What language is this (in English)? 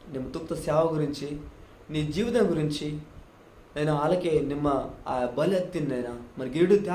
Koya